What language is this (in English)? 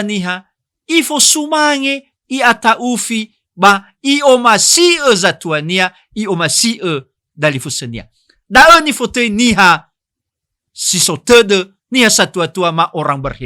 Nias